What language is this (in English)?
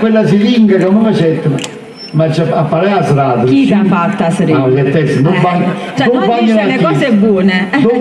Neapolitan